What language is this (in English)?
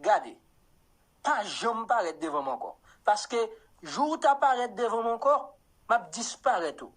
Haitian Creole